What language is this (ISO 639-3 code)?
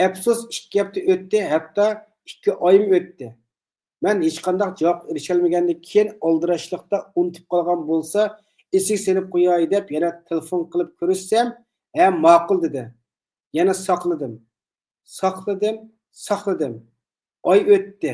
uig